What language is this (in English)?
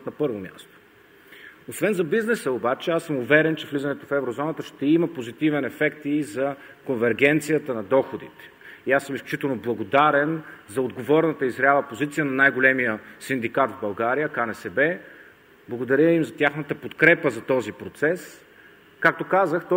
Bulgarian